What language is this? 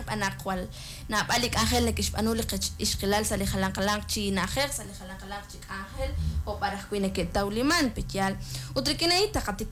Kekchí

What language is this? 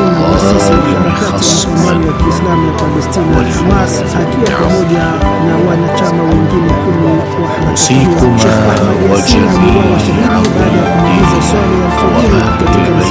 Swahili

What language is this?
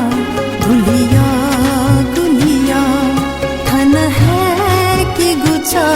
Newari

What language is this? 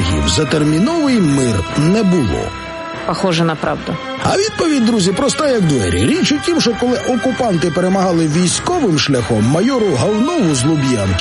Ukrainian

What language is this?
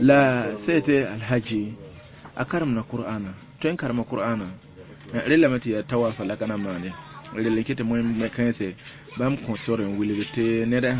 Mossi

